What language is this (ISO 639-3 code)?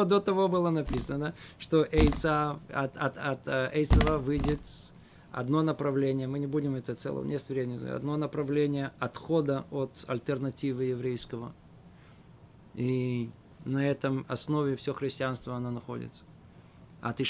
rus